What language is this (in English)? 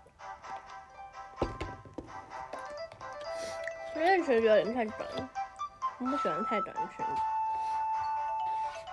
Chinese